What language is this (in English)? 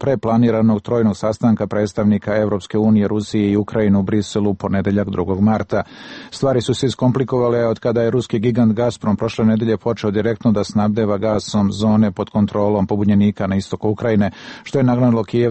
Serbian